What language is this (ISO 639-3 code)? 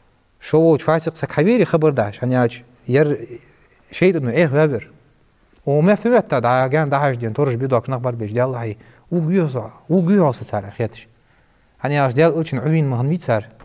inh